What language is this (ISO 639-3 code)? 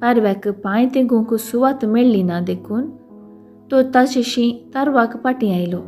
kok